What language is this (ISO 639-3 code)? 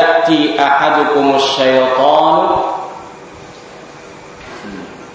tha